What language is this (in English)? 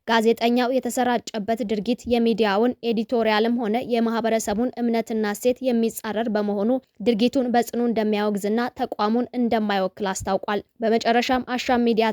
Amharic